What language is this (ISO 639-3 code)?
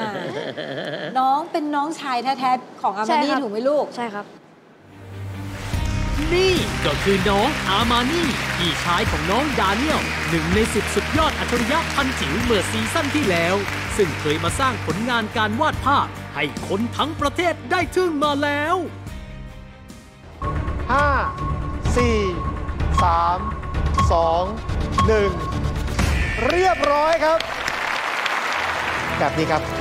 tha